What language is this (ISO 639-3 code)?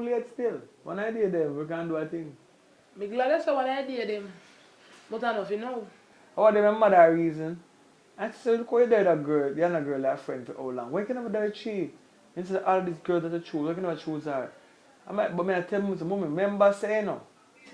jam